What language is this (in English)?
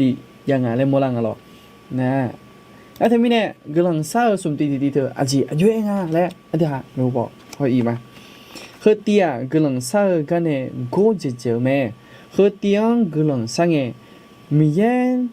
Akha